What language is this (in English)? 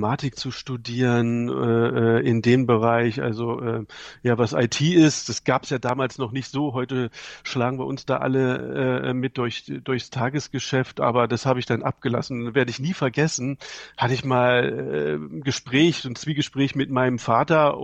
German